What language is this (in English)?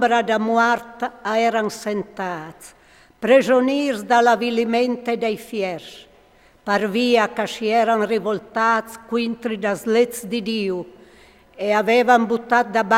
Friulian